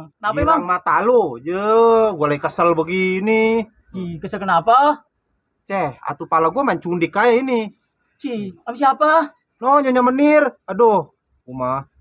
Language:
Betawi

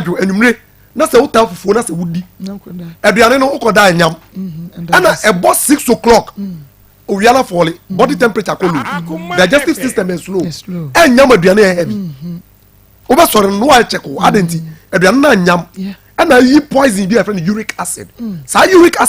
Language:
Akan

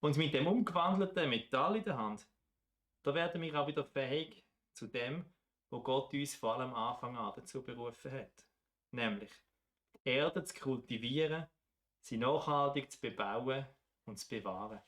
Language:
Swiss German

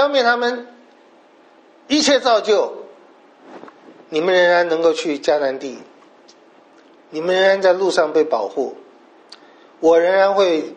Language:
Chinese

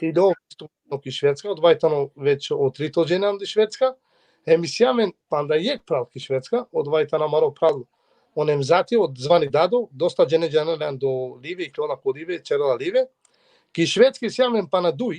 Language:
Balkan Romani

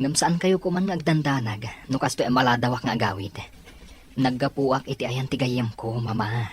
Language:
Iloko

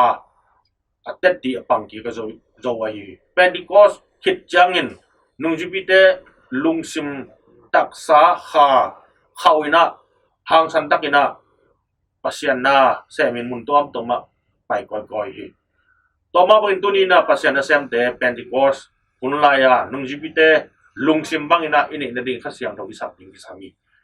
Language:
Tedim Chin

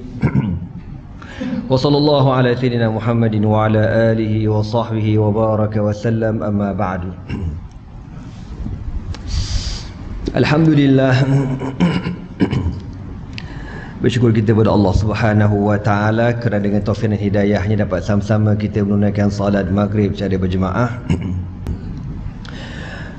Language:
Malay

